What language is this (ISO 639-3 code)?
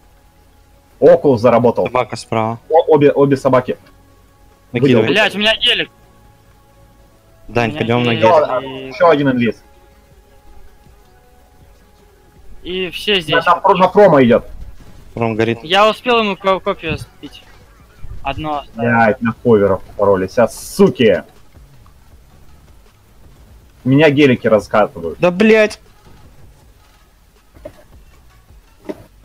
rus